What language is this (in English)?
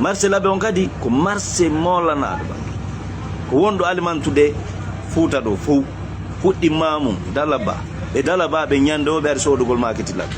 Fula